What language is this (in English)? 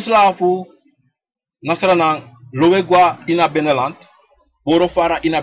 Sranan Tongo